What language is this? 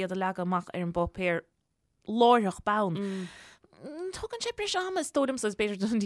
Irish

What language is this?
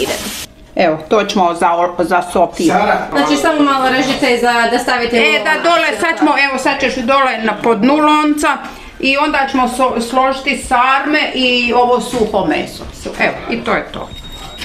Croatian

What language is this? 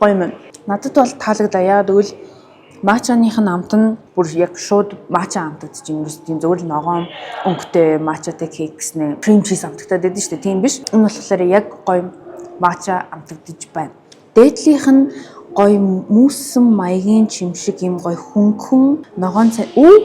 Mongolian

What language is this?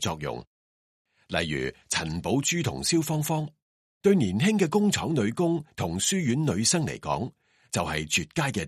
Cantonese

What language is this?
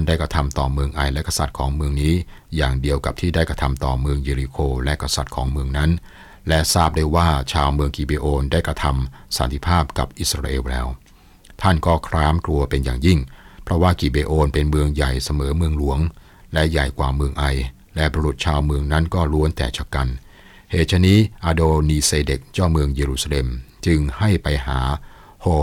Thai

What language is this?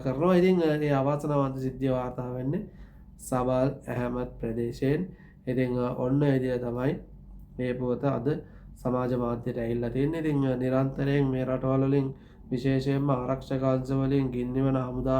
Sinhala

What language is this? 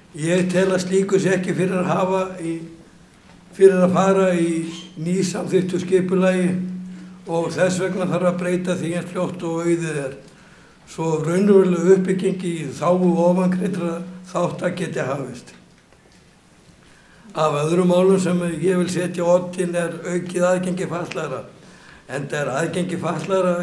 Icelandic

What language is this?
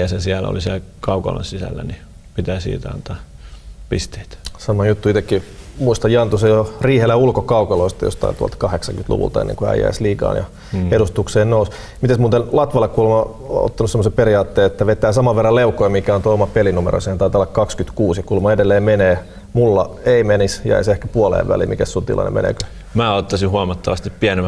Finnish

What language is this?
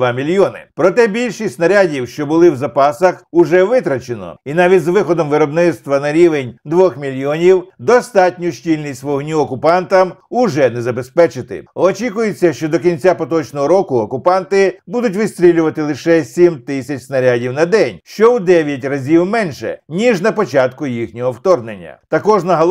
Ukrainian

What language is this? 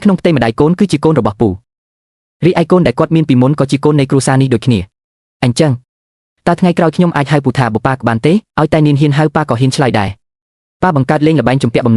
Khmer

